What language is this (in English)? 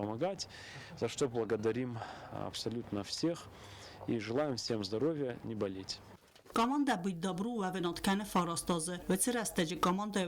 Ossetic